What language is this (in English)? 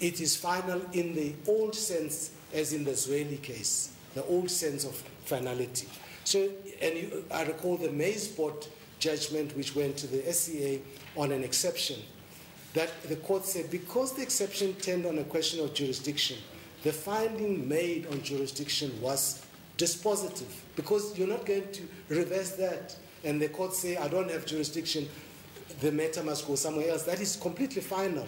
English